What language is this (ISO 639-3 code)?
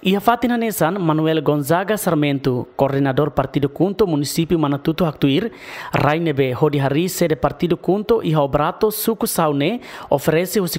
tet